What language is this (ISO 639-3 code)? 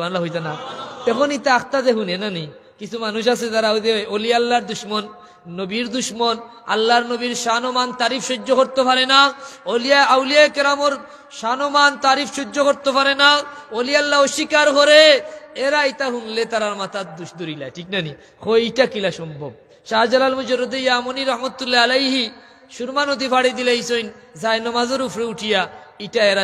syl